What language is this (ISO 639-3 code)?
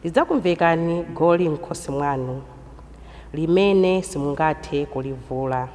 nya